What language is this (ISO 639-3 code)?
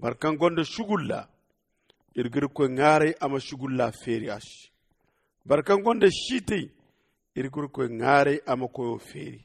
dje